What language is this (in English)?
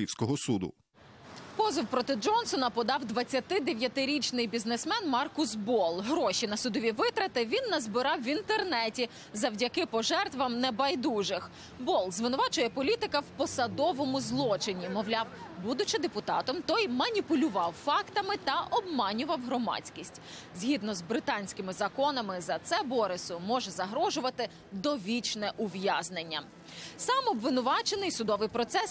Ukrainian